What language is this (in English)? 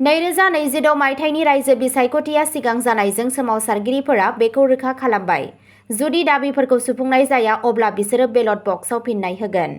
Bodo